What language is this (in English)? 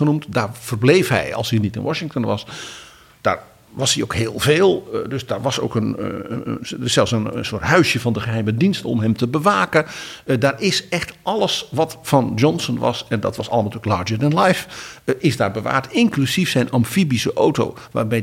Dutch